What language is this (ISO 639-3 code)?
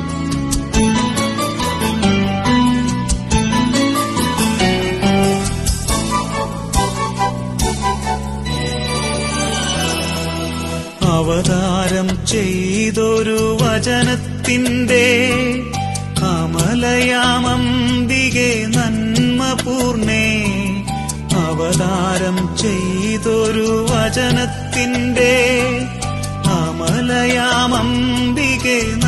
mal